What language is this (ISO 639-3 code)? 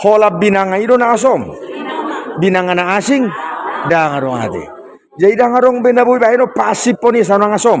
bbc